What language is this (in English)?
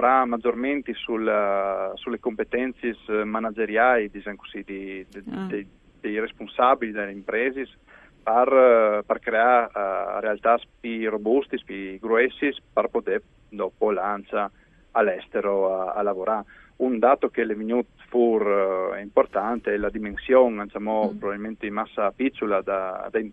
Friulian